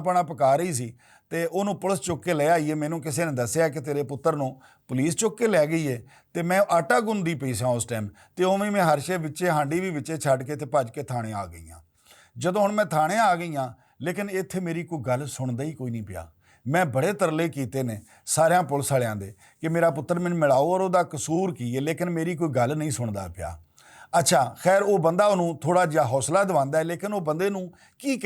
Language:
Western Panjabi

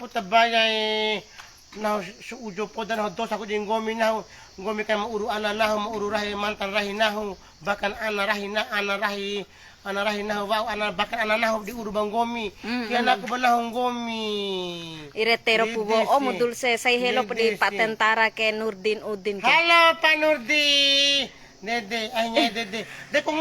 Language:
Bima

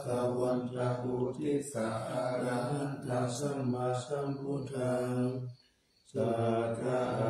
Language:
Pali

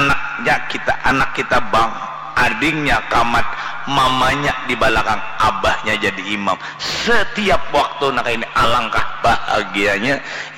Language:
Banjar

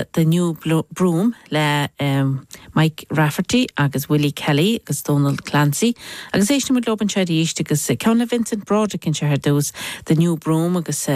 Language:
Irish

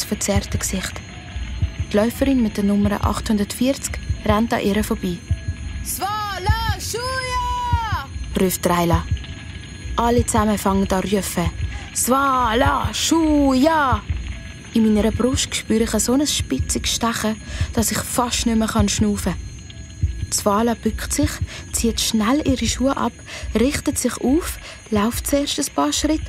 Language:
Swiss German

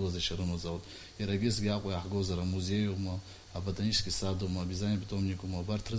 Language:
Abkhazian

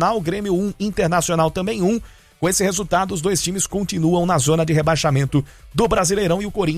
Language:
Portuguese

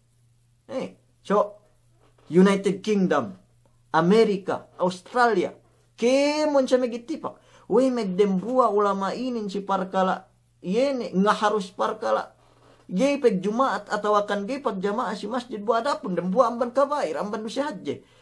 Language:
Yakan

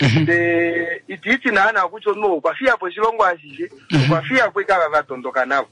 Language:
Kuanyama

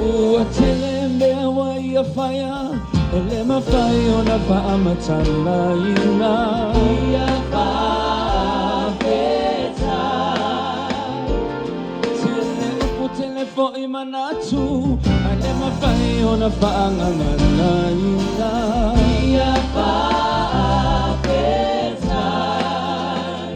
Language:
Samoan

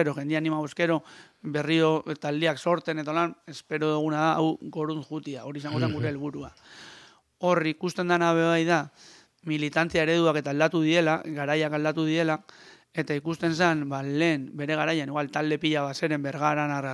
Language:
Basque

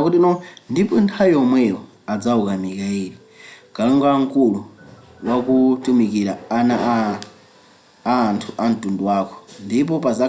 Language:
Nyanja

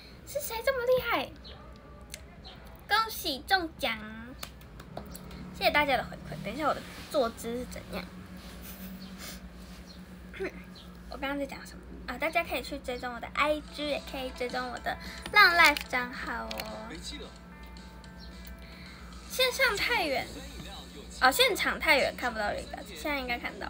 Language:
Chinese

